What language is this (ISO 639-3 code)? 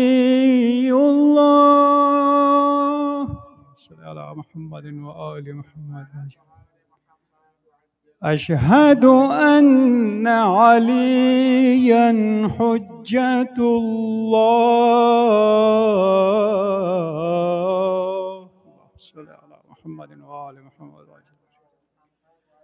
urd